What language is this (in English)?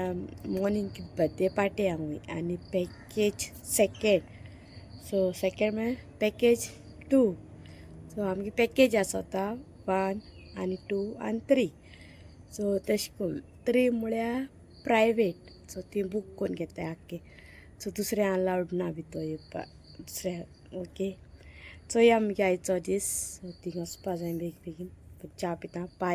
Konkani